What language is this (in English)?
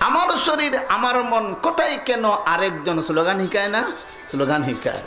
Sylheti